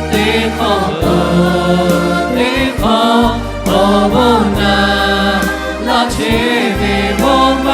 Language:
Lahu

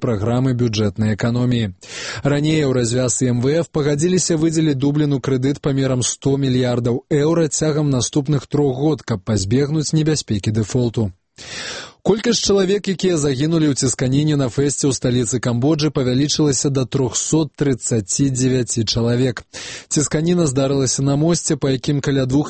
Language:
Belarusian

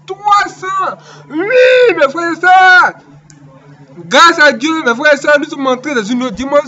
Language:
French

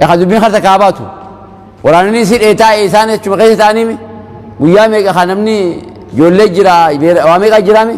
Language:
Oromo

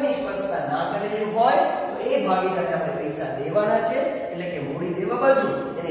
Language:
Gujarati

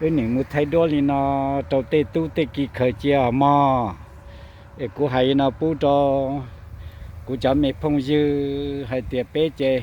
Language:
Hmong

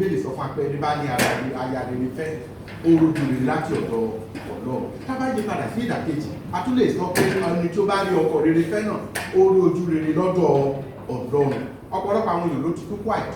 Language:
Yoruba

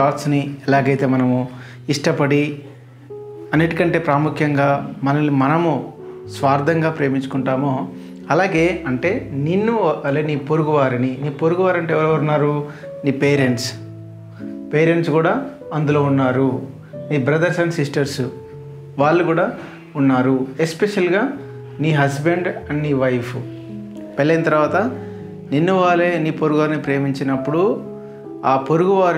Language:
Telugu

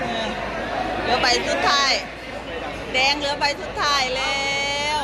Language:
Lao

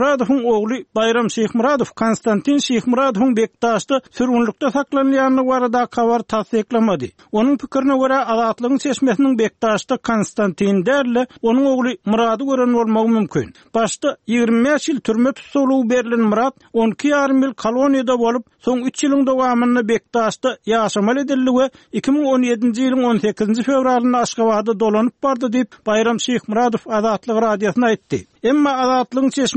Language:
Turkmen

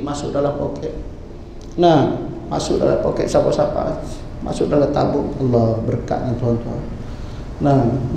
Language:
Malay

